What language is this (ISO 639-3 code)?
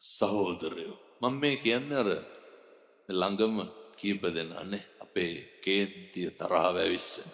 sin